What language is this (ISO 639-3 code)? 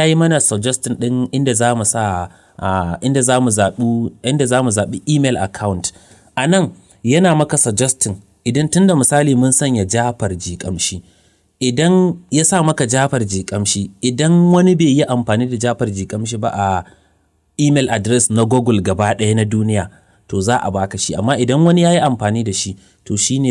hau